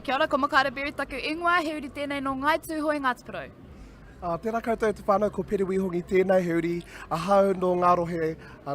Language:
Māori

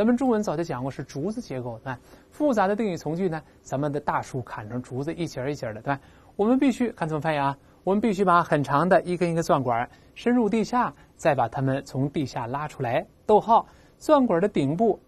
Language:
Chinese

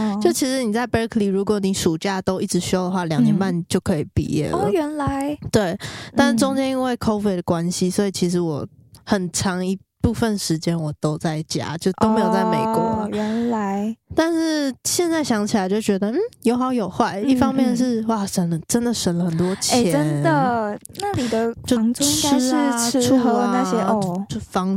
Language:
Chinese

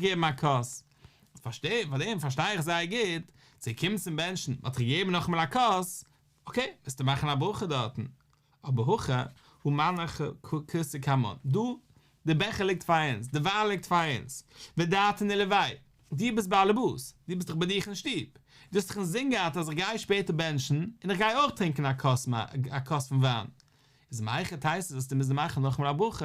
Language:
Yiddish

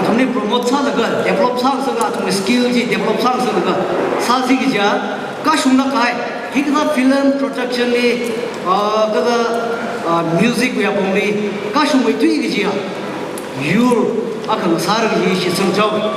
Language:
Tangkhul Naga (India)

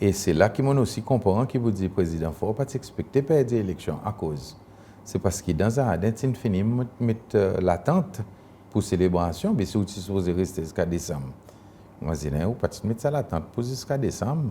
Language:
Seselwa Creole French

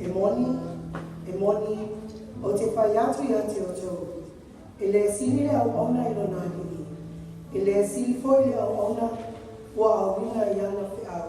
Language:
Samoan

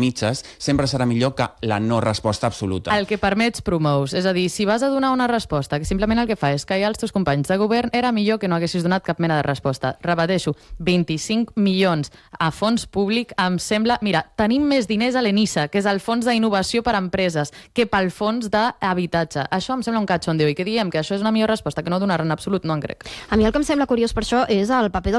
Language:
Catalan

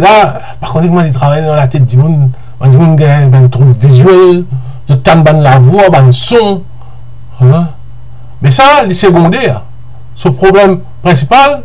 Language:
Morisyen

